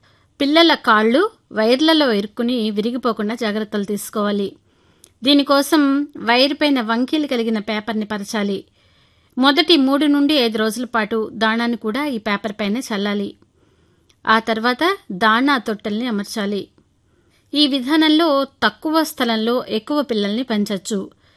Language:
Telugu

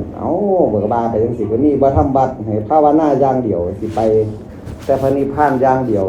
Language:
Northeastern Thai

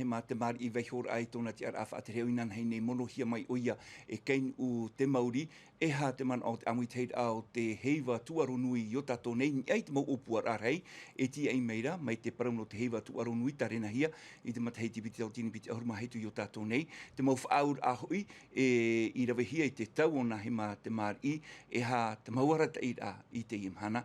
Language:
Tahitian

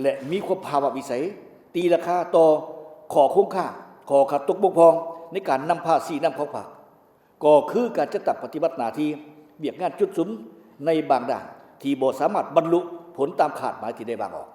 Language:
Lao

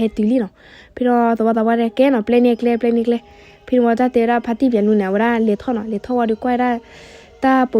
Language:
S'gaw Karen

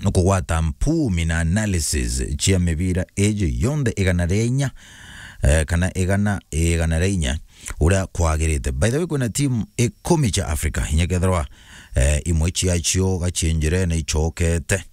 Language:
Meru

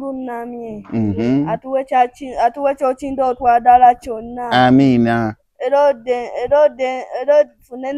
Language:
Ganda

